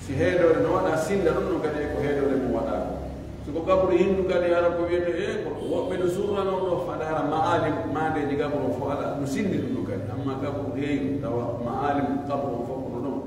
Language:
Pular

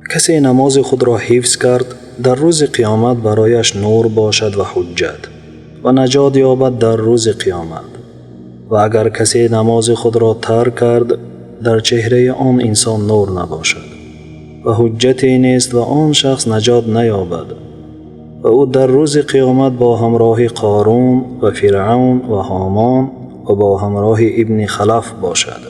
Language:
Tajik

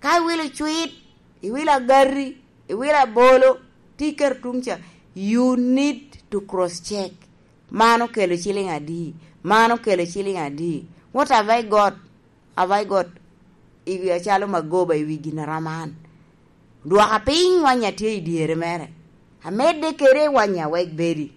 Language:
Lango (Uganda)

